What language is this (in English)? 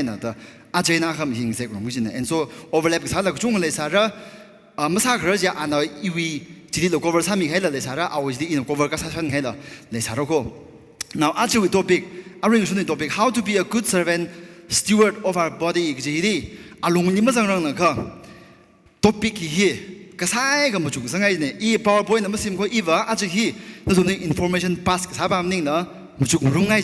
Tangkhul Naga (India)